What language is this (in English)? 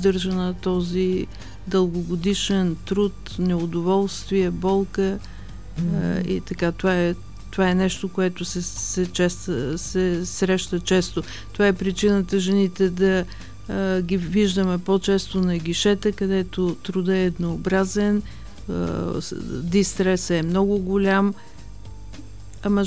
Bulgarian